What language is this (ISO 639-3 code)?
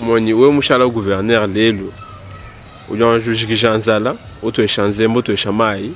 lua